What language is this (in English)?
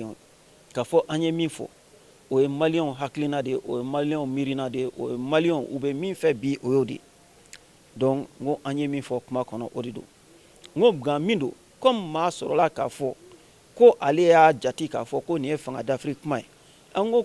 Bambara